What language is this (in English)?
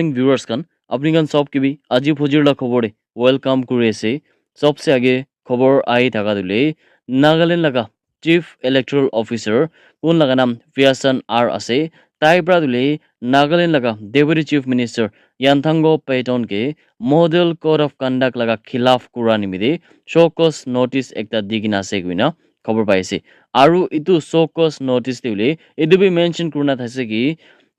Naga Pidgin